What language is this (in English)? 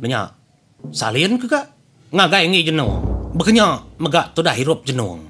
Iban